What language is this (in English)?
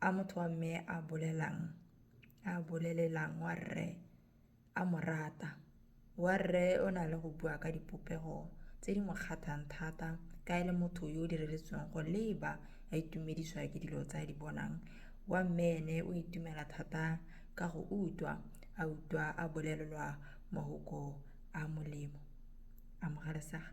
Tswana